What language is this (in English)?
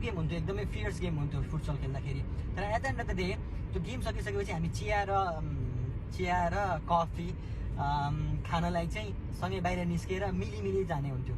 Nepali